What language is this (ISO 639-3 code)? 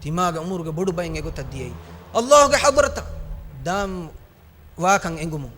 div